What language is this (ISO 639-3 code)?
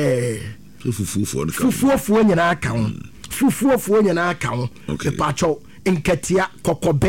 aka